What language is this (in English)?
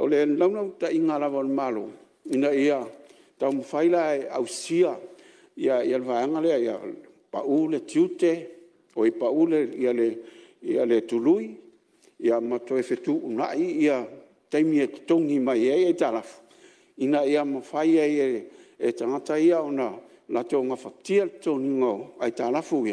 Samoan